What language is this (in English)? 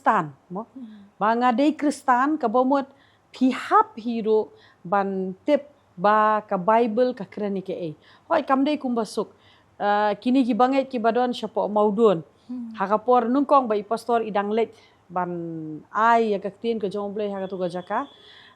Khasi